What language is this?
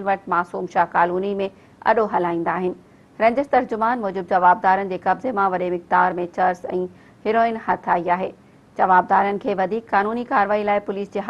Sindhi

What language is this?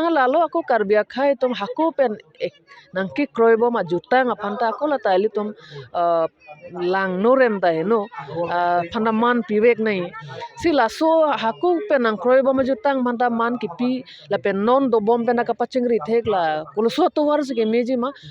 Karbi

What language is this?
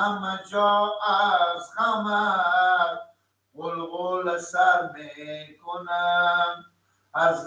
Persian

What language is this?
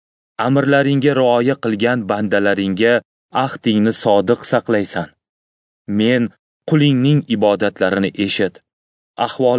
Uzbek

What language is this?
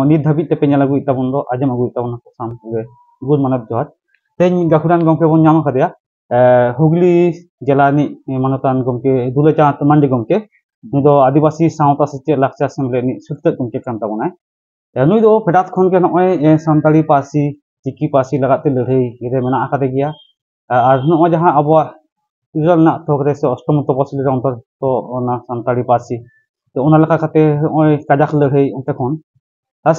Santali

